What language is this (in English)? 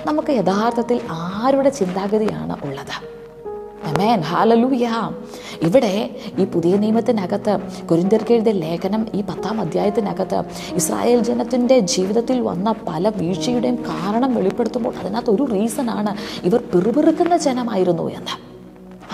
Malayalam